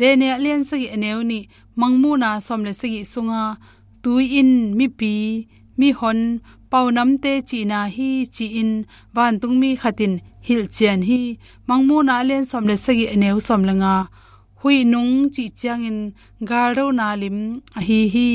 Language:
Tedim Chin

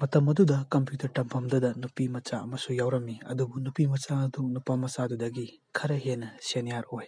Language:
Manipuri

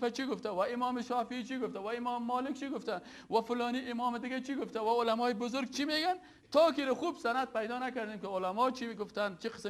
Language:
Persian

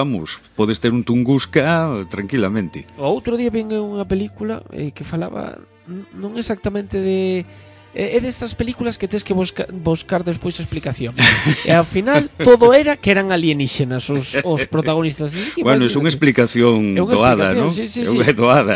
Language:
Galician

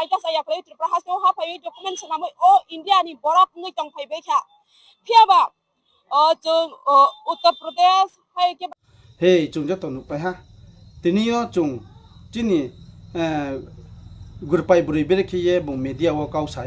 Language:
Riang (India)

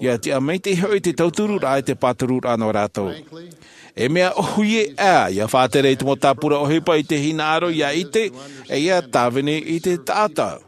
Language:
Tahitian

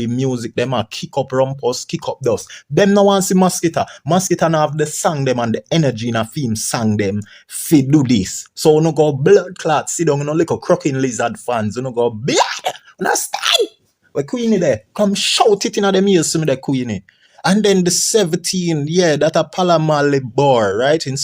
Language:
Jamaican Creole English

